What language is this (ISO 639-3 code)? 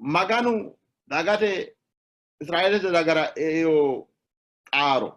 sid